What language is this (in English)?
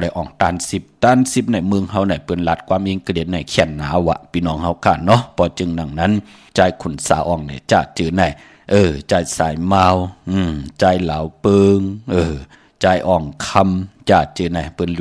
Shan